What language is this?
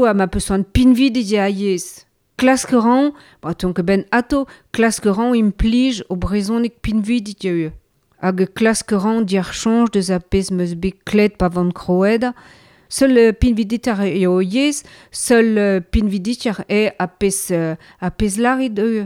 Breton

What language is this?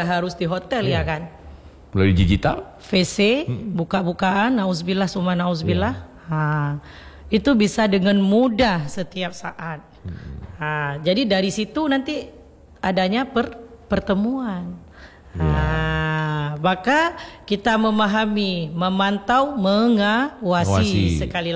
Indonesian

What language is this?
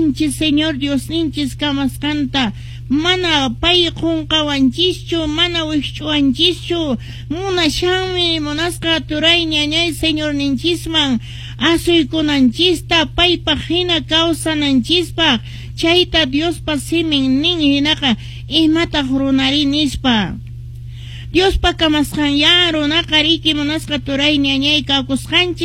Quechua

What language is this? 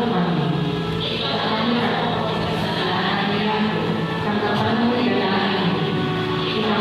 Pampanga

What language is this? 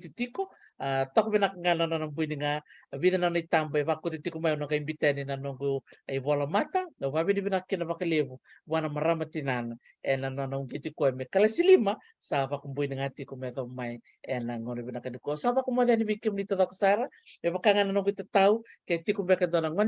Fijian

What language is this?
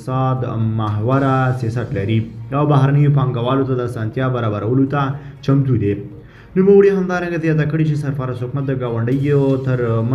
Pashto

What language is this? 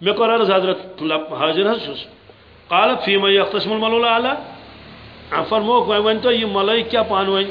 Kashmiri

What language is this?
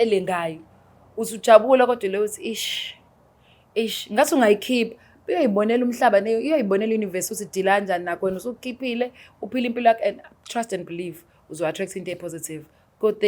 Zulu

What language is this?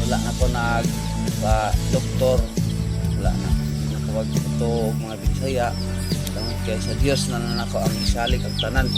Cebuano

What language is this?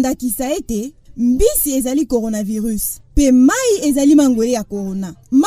Lingala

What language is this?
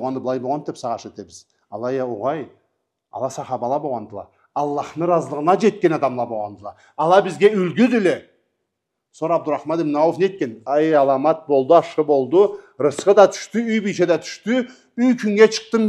Karachay-Balkar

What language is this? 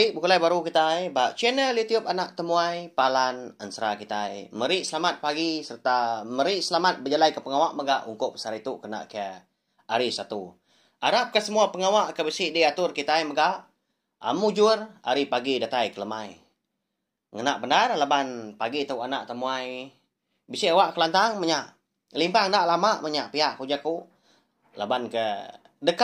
Iban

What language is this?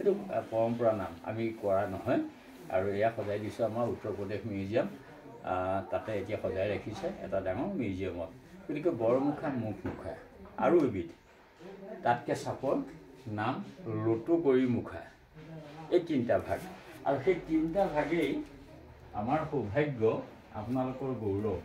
Assamese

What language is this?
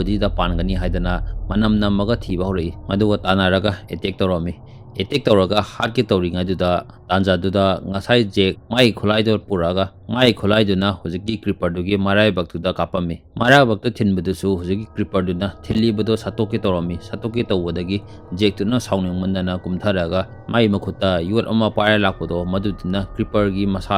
Manipuri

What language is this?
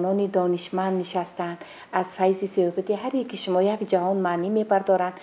Tajik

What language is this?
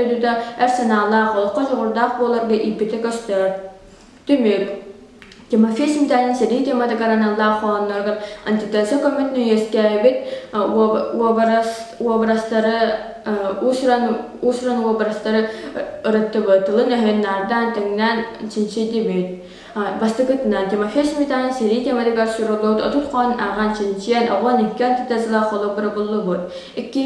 Yakut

